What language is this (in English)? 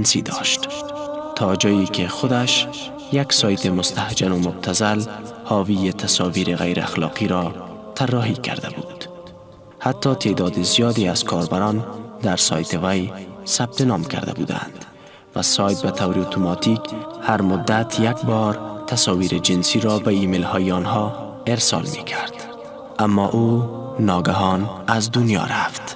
Persian